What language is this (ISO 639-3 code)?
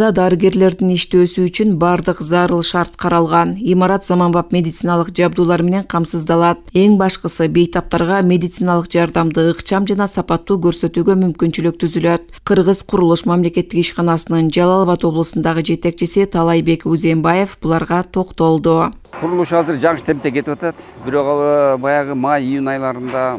kir